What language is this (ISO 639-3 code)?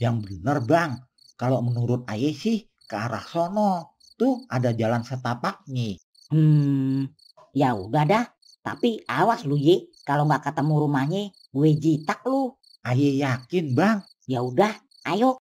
bew